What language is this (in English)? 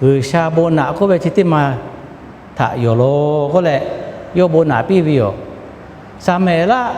Lahu